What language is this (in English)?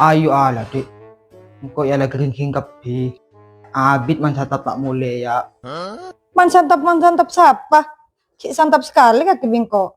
Madurese